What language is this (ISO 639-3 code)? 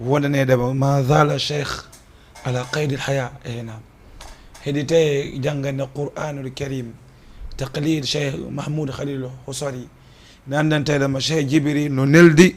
ful